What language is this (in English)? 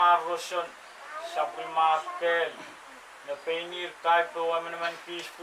Pohnpeian